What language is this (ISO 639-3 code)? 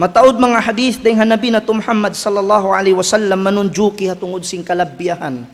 tsg